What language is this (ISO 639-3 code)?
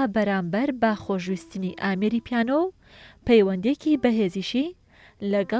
ckb